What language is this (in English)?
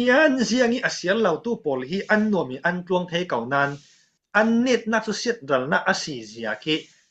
Falam Chin